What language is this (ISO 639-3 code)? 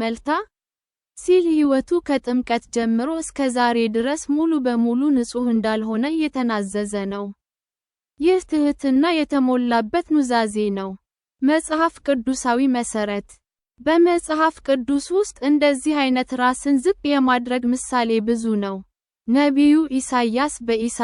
amh